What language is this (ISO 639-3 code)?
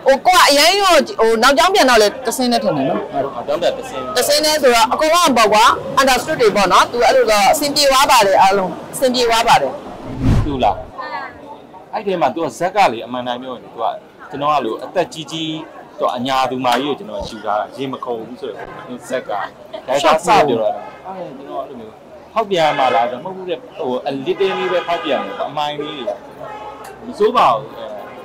mya